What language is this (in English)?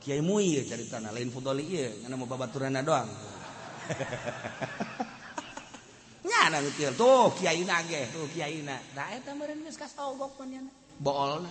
Sundanese